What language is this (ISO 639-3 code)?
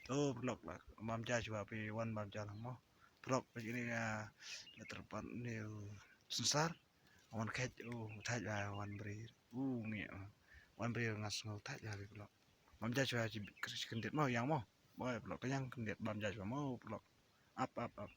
kha